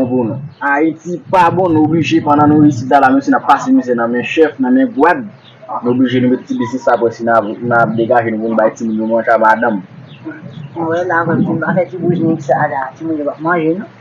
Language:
Haitian Creole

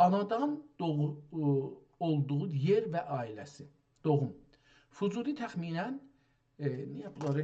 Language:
South Azerbaijani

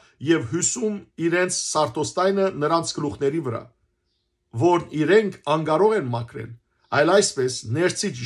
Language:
Western Armenian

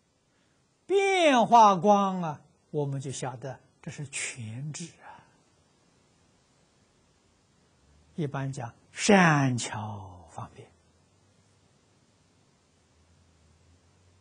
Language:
Chinese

